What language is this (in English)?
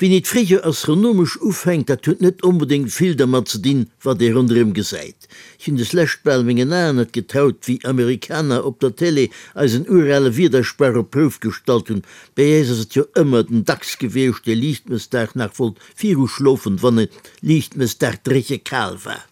Luxembourgish